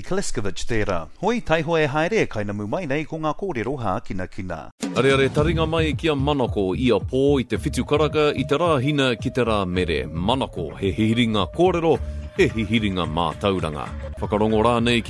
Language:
Māori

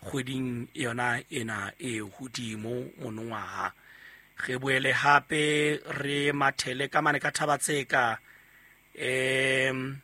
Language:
Southern Sotho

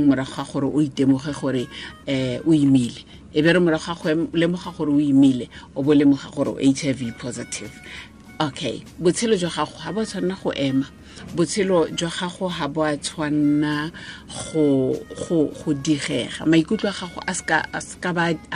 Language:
Tswana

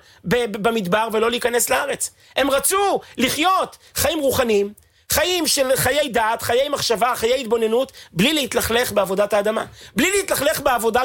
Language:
Hebrew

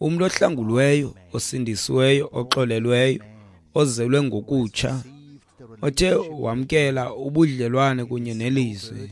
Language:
Xhosa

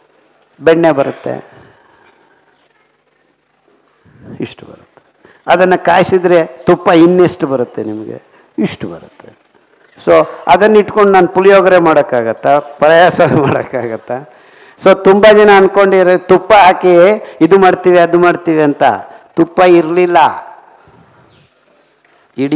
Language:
Kannada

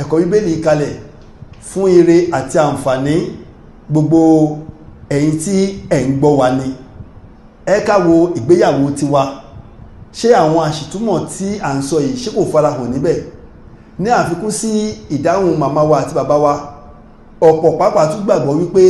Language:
Yoruba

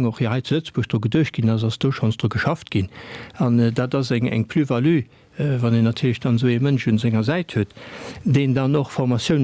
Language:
Luxembourgish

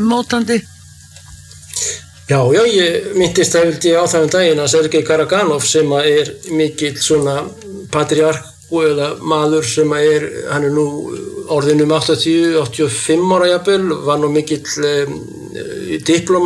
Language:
Icelandic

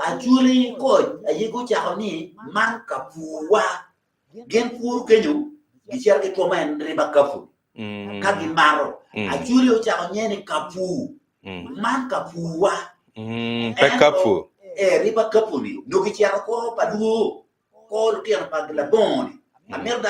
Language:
Acoli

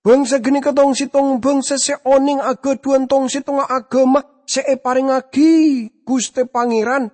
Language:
Madurese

